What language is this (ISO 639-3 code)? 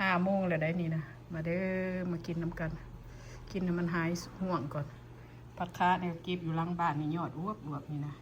lao